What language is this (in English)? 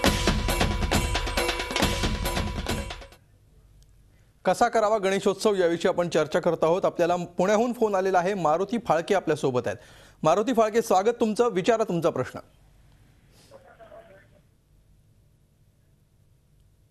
Marathi